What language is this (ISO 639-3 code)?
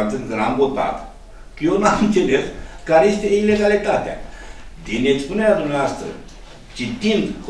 ron